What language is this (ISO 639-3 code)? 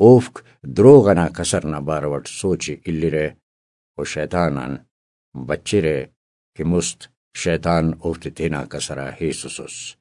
brh